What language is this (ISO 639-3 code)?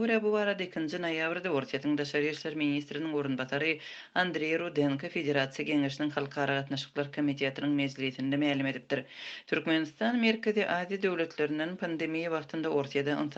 tuk